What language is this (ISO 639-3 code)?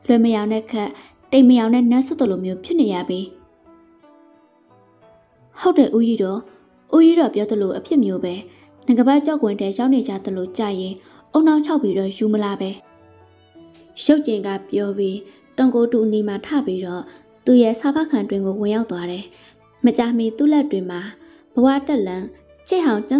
mya